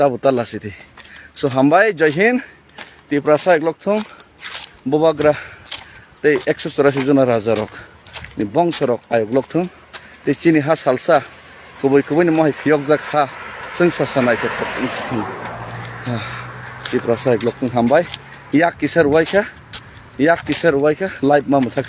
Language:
Kok Borok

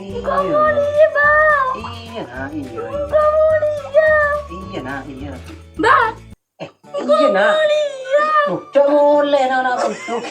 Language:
Madurese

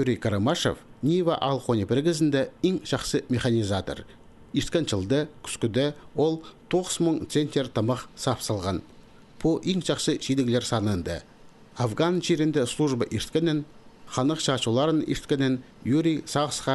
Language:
Khakas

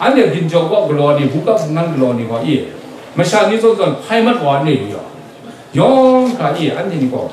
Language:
Kachin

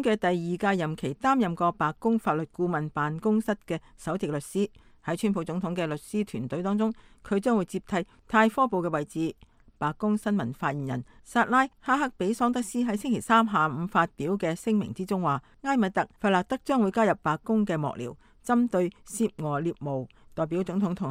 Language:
Cantonese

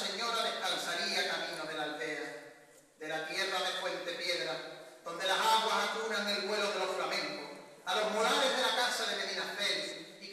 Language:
Spanish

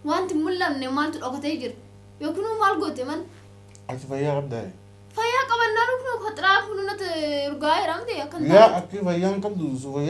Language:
Oromo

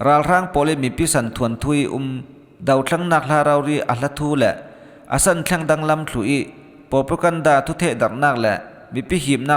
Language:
Falam Chin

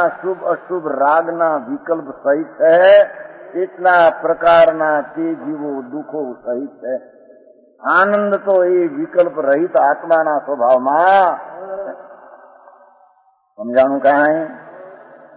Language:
Gujarati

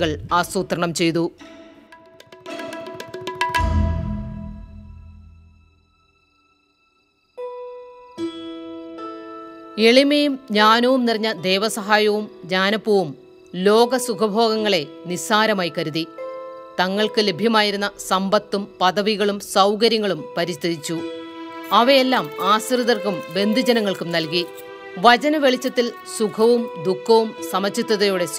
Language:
Malayalam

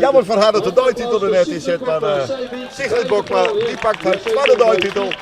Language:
Western Frisian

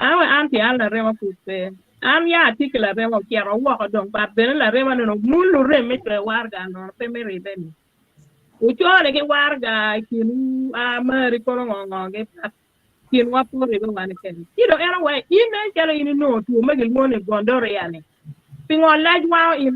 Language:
Acoli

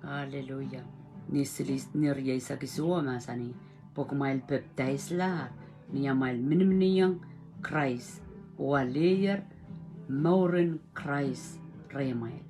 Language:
Pohnpeian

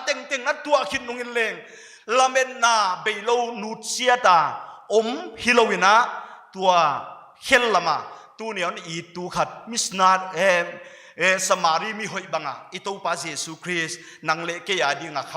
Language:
Paite Chin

